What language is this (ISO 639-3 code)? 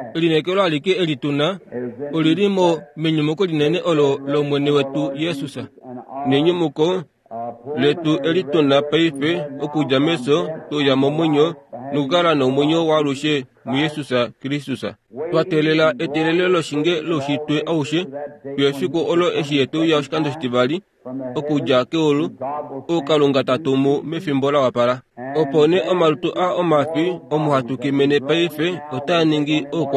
kua